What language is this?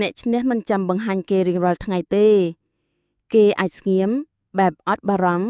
Khmer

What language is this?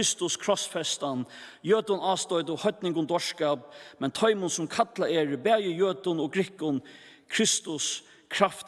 Faroese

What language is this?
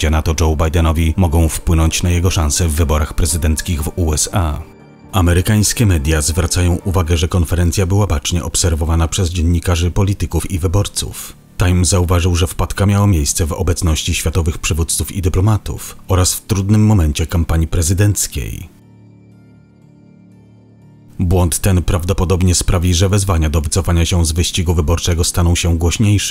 Polish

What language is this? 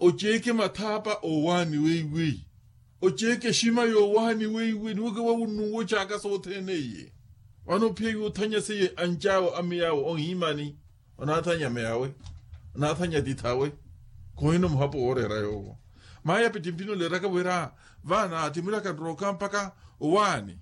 Makhuwa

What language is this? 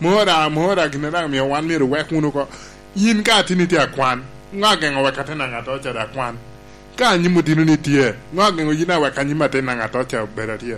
Lango (Uganda)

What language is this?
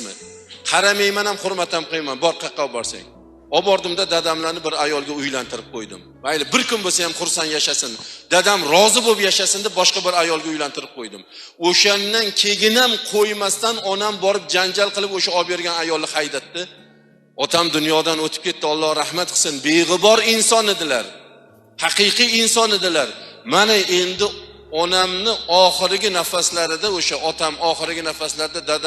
Uzbek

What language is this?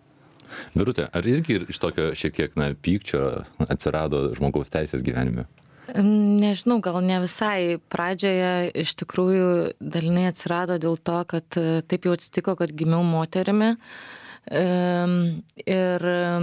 Lithuanian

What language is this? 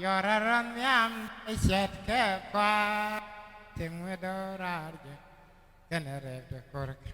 Nuer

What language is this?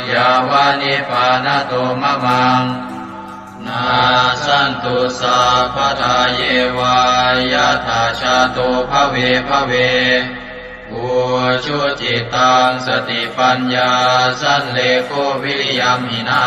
Pali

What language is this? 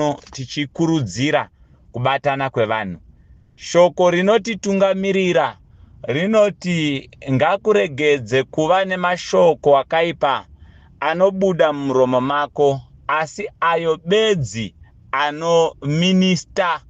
Shona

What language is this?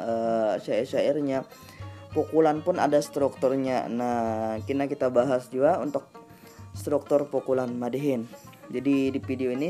Banjar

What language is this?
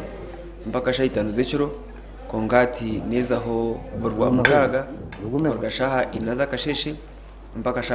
Nyankole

